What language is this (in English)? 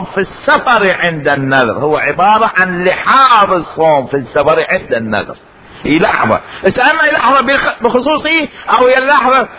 Mesopotamian Arabic